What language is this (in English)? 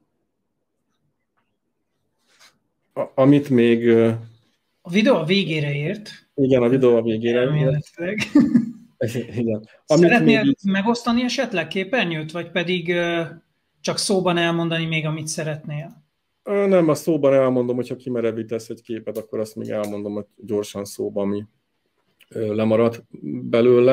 Hungarian